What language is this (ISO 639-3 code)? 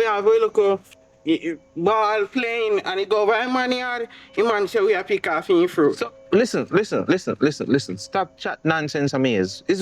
jam